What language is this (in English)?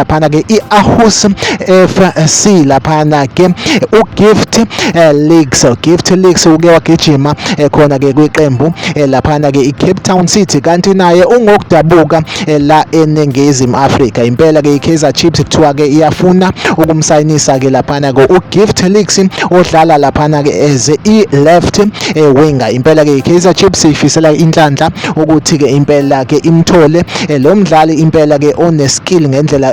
Zulu